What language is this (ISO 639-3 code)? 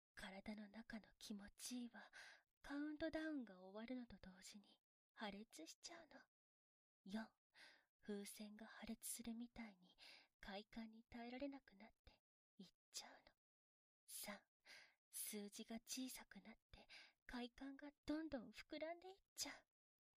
jpn